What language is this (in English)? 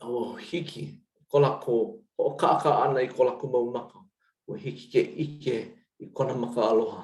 Hawaiian